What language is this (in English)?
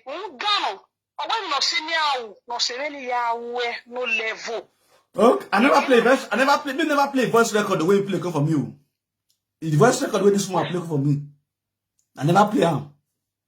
Nigerian Pidgin